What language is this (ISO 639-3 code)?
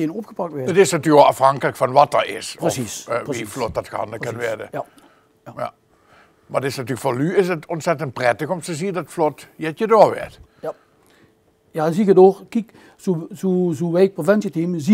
lim